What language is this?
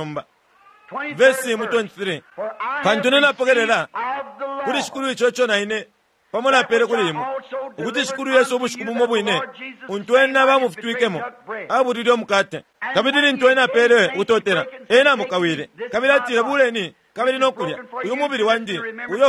Bemba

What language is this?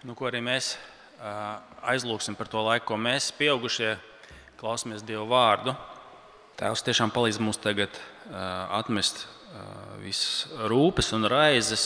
Latvian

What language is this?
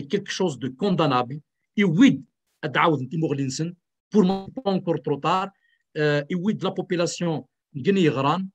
Kabyle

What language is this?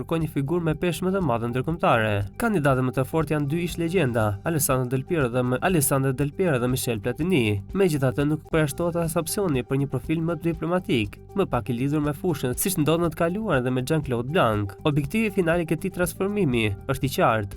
Albanian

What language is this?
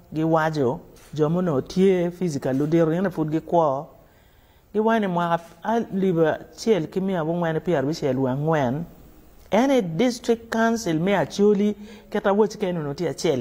Acoli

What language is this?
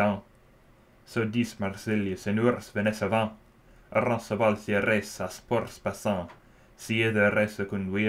Old French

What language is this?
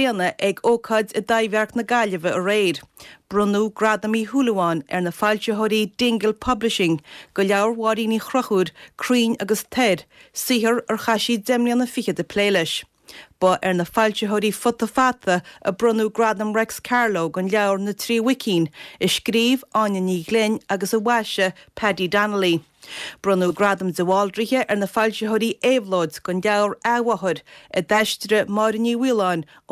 Irish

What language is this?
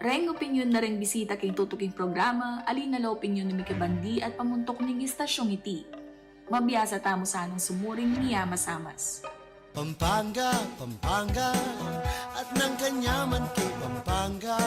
Pampanga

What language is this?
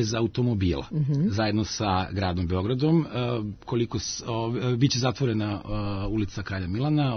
Serbian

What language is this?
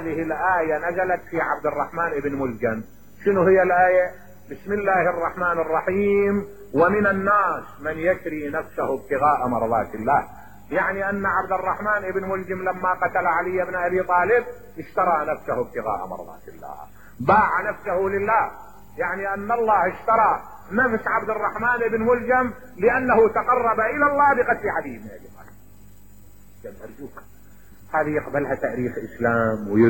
Mesopotamian Arabic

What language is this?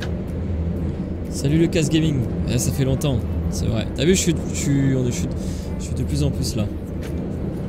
French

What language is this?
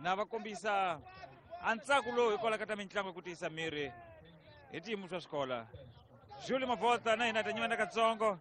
Tsonga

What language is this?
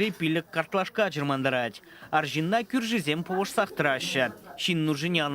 Chuvash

